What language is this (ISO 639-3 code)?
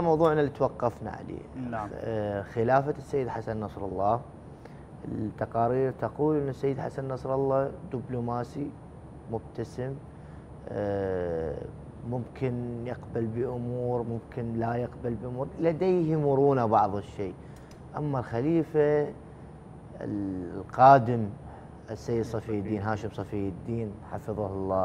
ara